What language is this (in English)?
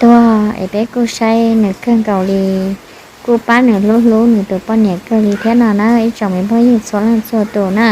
Hmong